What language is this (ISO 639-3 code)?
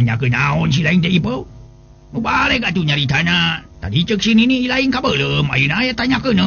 sun